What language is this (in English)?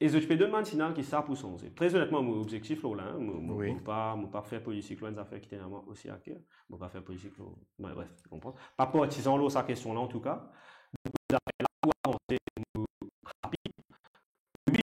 Morisyen